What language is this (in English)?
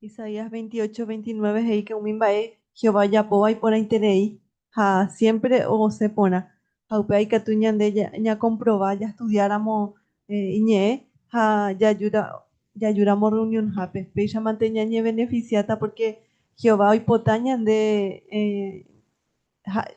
Guarani